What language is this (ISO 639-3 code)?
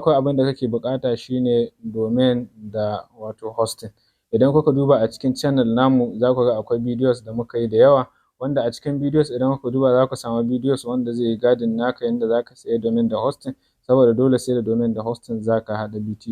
hau